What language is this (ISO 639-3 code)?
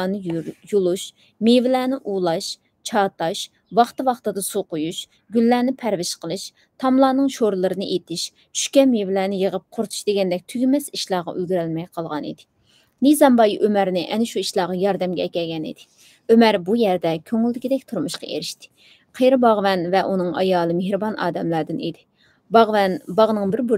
uig